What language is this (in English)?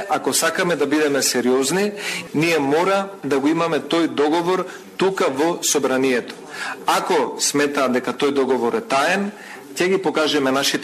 Macedonian